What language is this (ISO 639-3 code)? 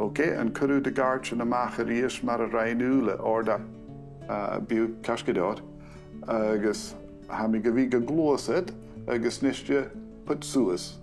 gla